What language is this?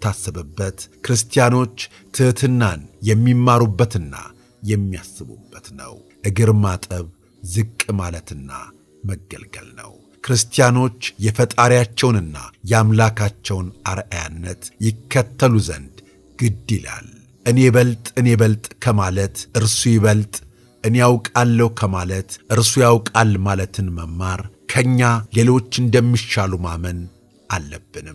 Amharic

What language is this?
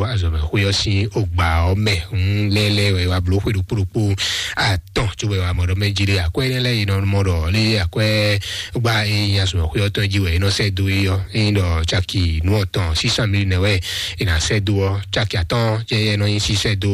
Fon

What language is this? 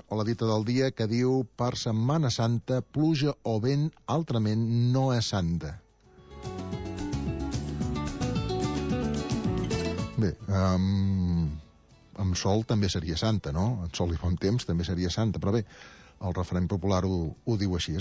Catalan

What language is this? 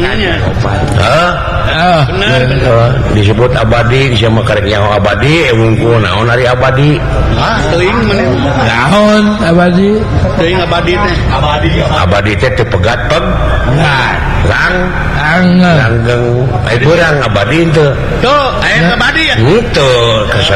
Sundanese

